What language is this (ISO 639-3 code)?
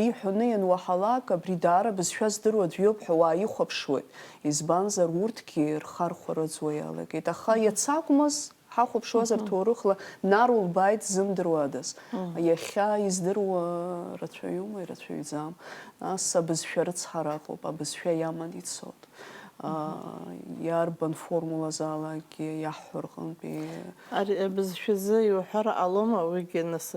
abk